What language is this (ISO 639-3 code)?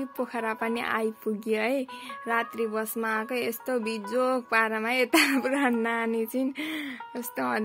nep